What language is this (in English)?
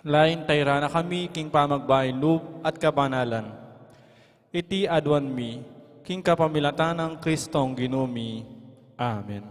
Pampanga